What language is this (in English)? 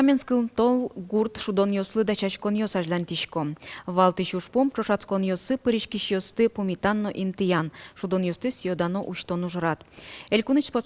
Udmurt